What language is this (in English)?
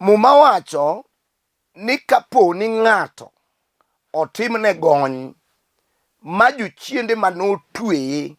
Luo (Kenya and Tanzania)